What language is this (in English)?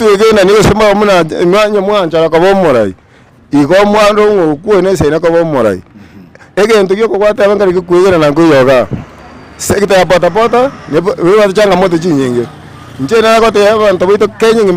Gusii